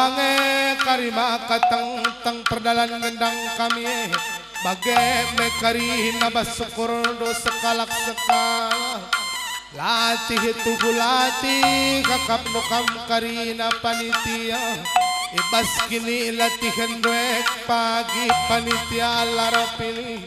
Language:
Batak Karo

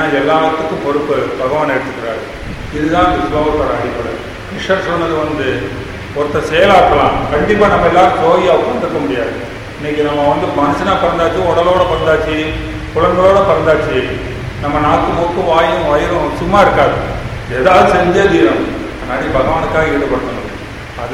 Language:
Tamil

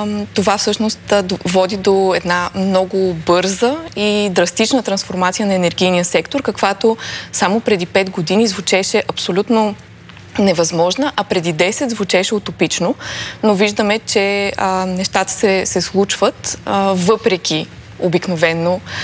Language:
Bulgarian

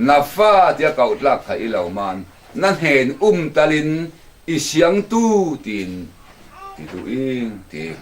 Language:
Falam Chin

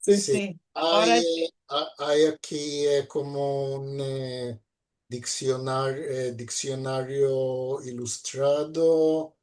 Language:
Ladino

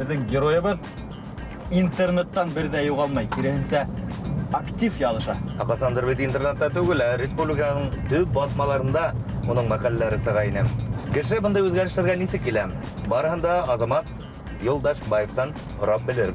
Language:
Bashkir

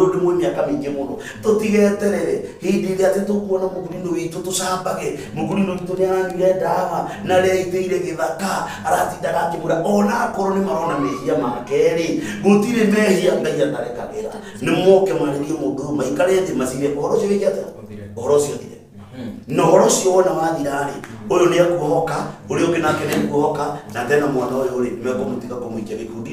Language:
Kikuyu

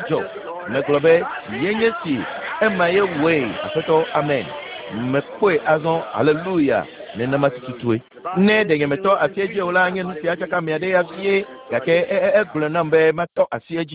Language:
Ewe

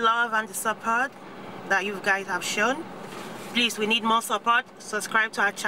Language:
Nigerian Pidgin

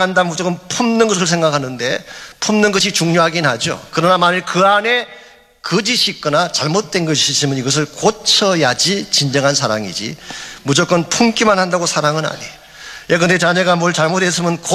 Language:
Korean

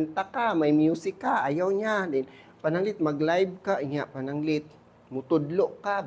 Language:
Cebuano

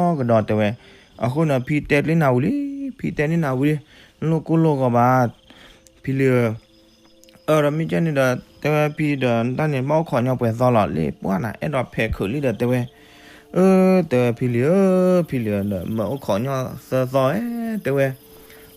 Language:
S'gaw Karen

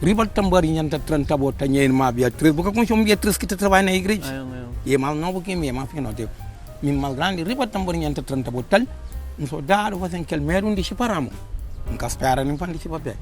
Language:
Kabuverdianu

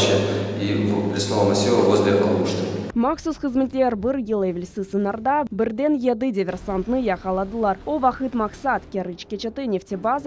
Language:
Crimean Tatar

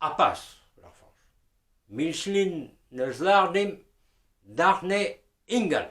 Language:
Breton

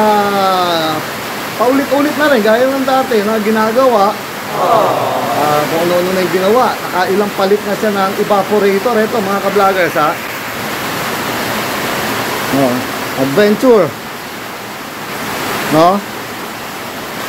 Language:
Filipino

